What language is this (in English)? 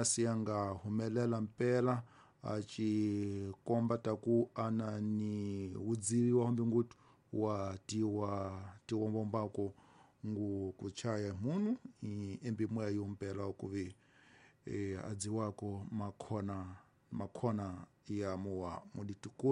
Tsonga